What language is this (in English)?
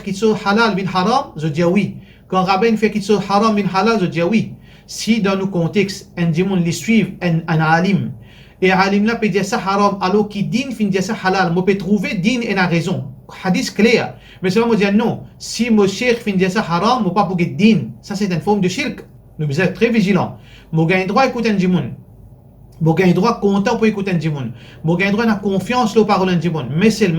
Morisyen